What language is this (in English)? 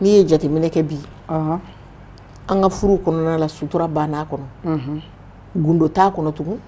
Bambara